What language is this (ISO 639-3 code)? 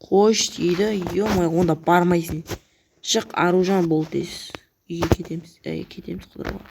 kaz